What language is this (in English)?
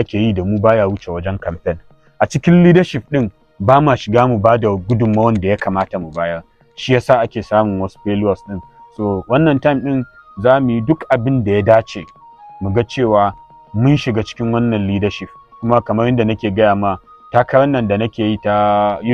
Hausa